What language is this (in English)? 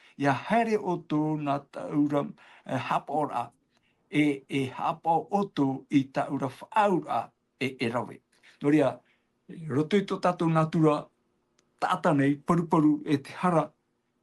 Tahitian